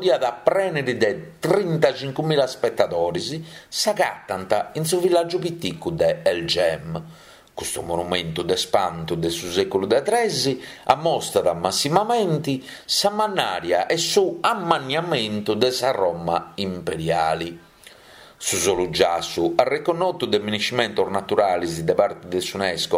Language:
Sardinian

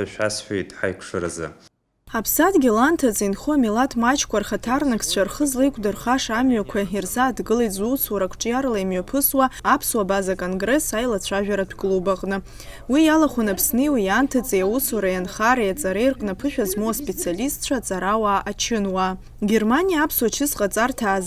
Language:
Abkhazian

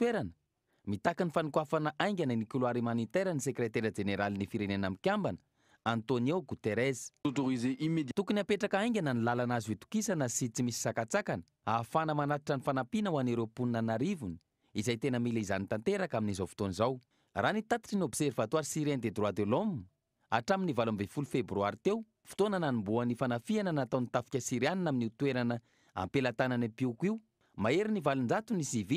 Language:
Malagasy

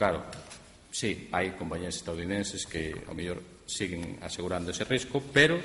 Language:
Galician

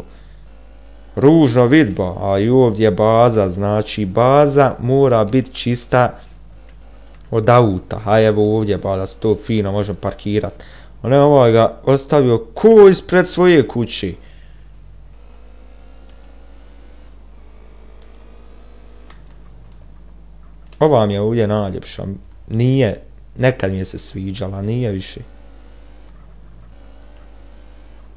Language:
Bosnian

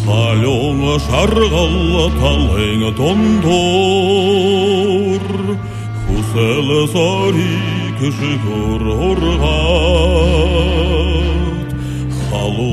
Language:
Buriat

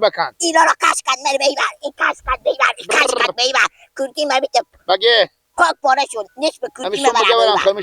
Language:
Persian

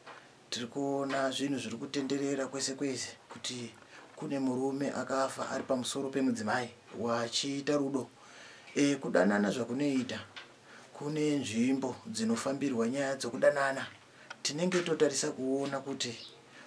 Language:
Shona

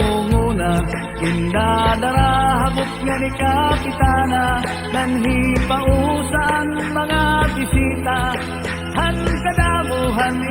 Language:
Waray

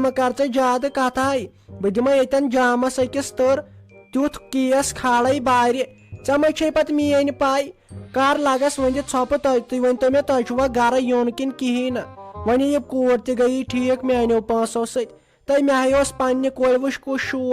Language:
Kashmiri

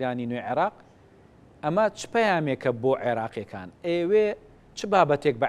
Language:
Central Kurdish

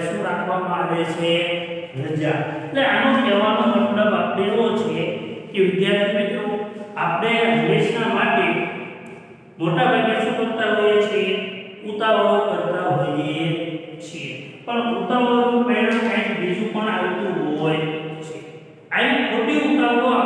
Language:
Gujarati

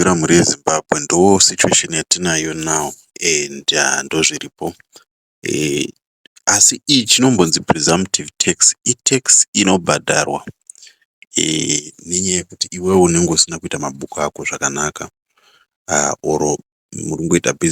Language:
Shona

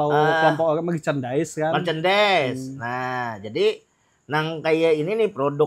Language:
Banjar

